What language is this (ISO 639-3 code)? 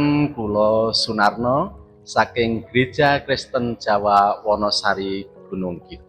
jav